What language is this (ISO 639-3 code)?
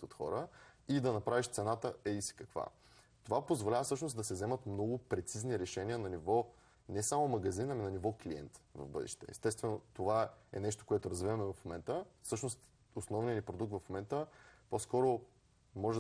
bul